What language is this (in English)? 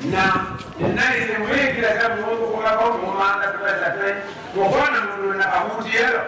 Kamba